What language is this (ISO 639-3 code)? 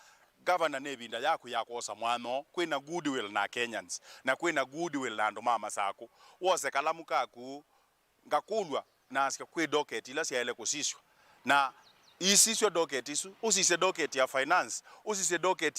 kam